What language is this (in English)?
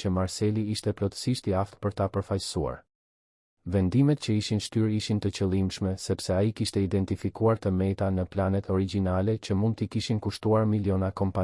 Albanian